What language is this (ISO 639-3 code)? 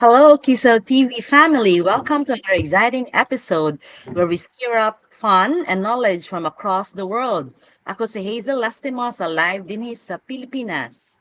ceb